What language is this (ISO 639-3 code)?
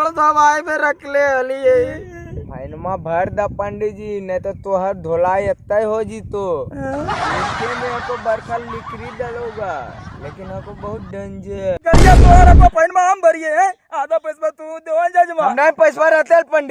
mag